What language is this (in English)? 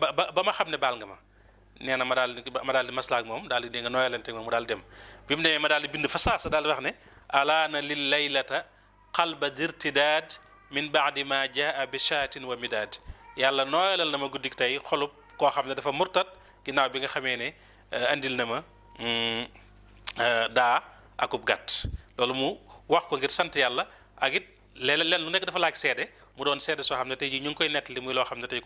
Wolof